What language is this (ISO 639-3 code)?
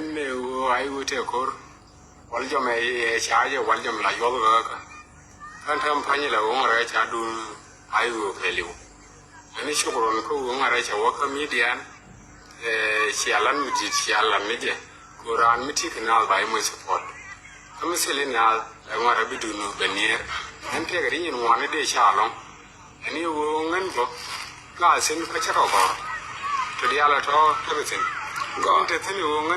nus